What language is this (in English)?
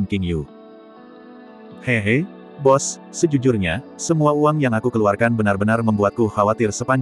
Indonesian